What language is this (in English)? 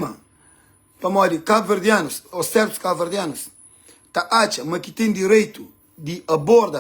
Kabuverdianu